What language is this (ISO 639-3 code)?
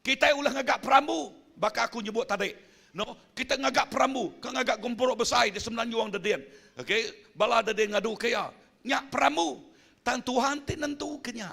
iba